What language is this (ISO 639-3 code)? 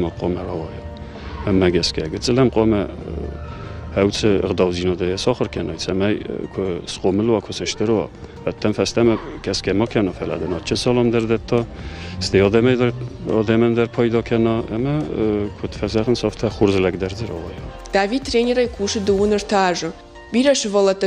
oss